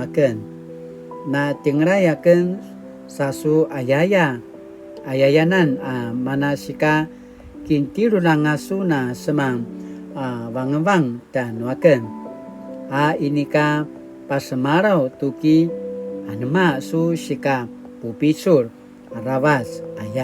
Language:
Paiwan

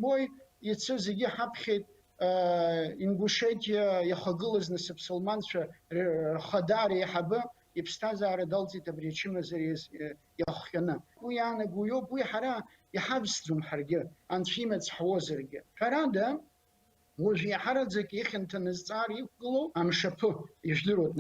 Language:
Abkhazian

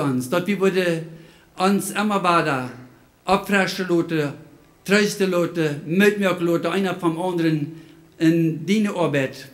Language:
Plautdietsch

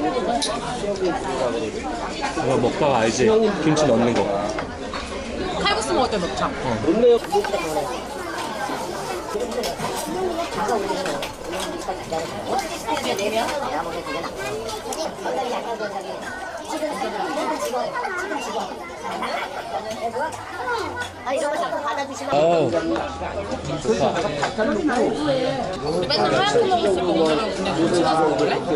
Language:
Korean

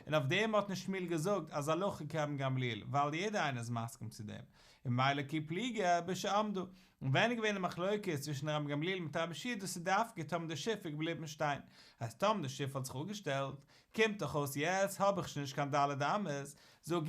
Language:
Yiddish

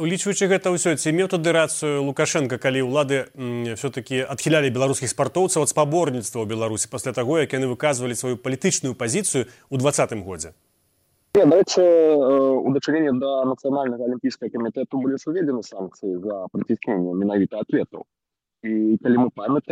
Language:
Belarusian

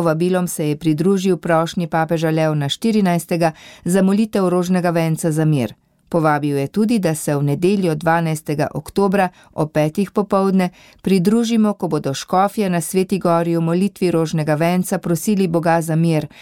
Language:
Slovenian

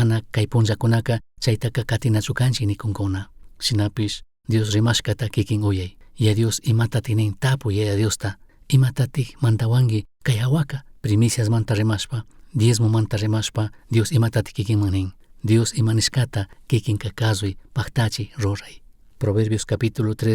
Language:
Chimborazo Highland Quichua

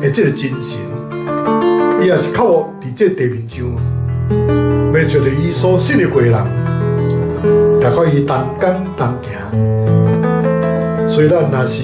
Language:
Min Nan Chinese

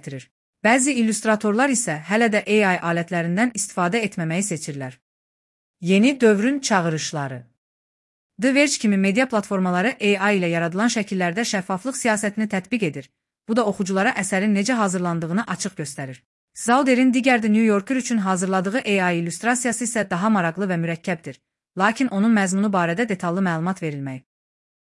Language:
Azerbaijani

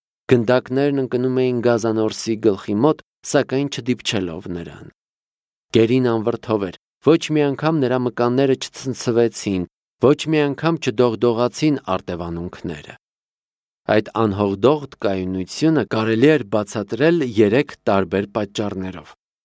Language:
Armenian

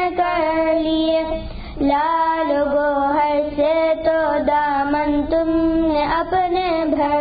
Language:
Urdu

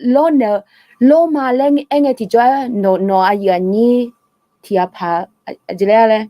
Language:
Akha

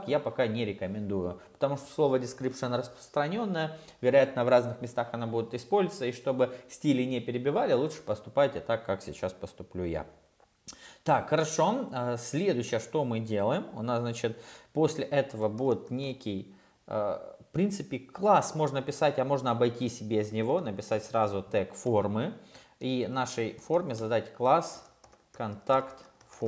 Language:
Russian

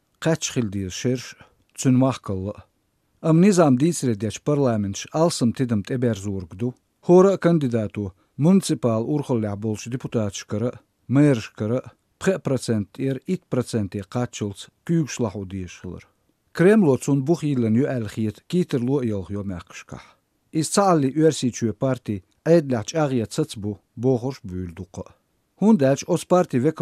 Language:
Chechen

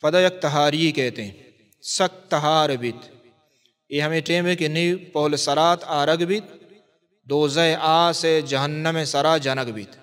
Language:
Baluchi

